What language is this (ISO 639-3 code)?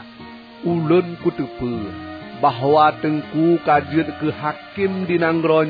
ace